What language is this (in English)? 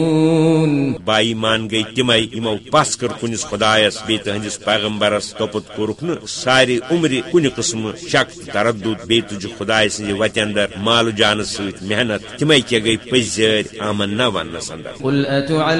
Kashmiri